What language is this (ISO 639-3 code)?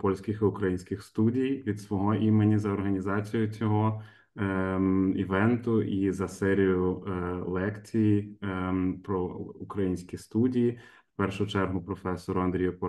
ukr